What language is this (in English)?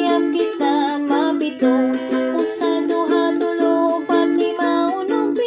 Waray